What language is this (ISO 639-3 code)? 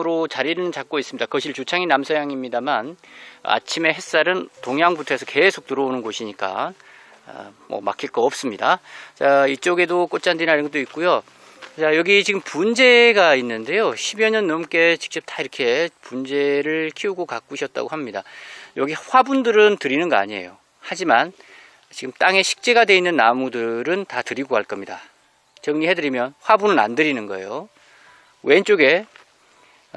kor